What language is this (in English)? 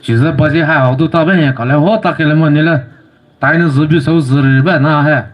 Poumei Naga